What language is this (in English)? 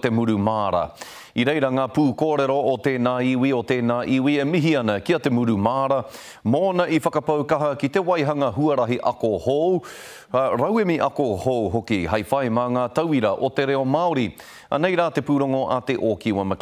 Māori